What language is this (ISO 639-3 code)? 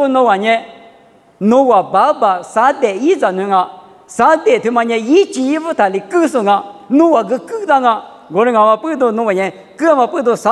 lis